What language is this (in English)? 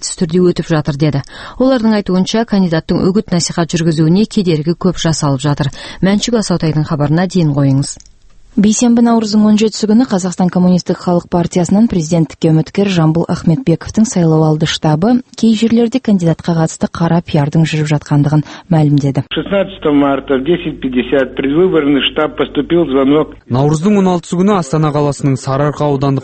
Kazakh